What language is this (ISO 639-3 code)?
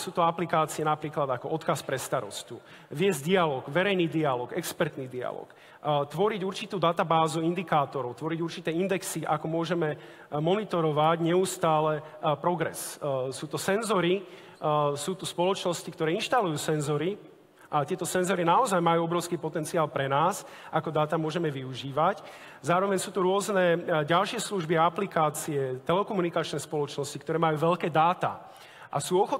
slk